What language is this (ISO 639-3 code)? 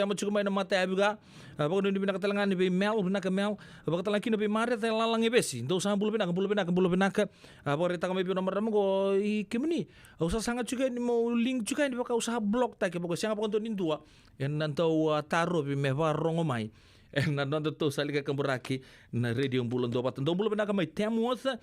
fij